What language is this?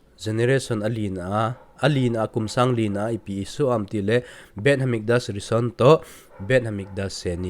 Thado Chin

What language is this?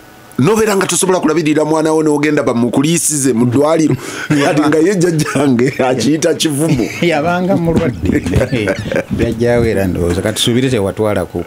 Ganda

